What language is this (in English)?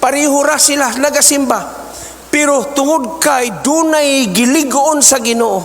Cebuano